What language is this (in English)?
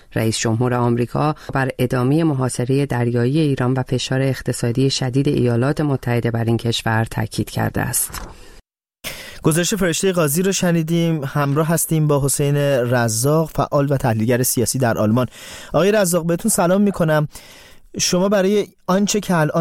Persian